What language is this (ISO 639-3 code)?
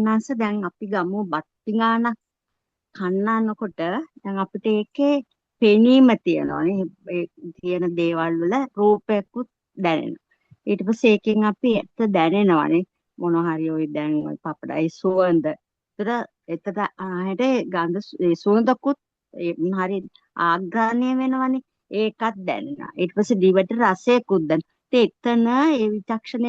sin